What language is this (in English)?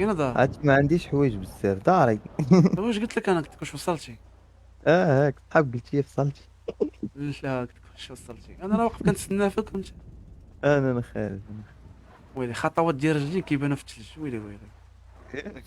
Moroccan Arabic